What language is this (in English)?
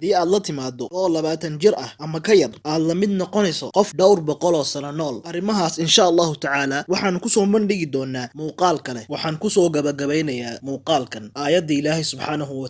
Somali